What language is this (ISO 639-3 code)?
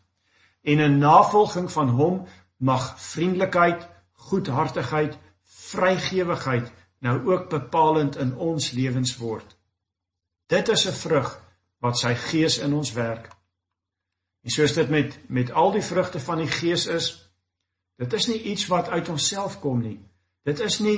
afr